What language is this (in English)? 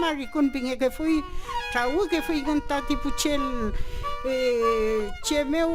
Mapuche